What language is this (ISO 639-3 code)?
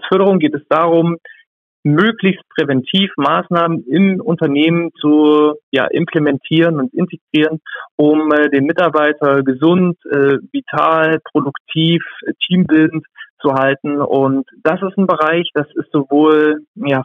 deu